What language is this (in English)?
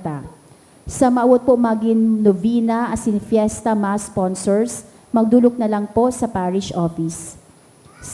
Bikol